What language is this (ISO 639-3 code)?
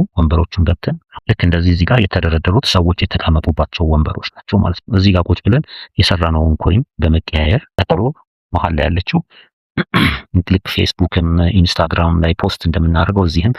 amh